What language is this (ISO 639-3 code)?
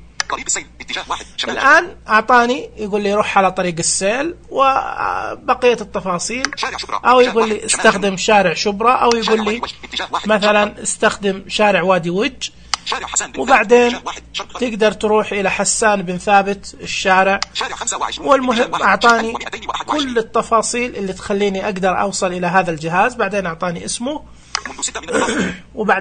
ars